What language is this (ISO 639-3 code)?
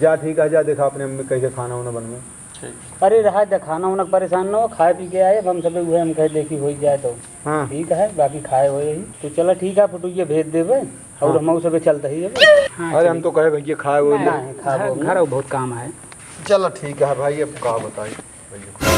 awa